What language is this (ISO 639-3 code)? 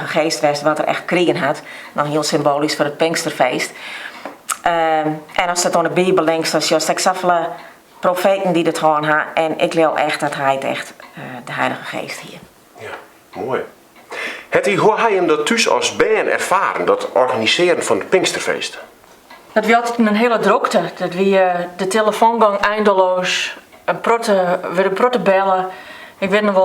fry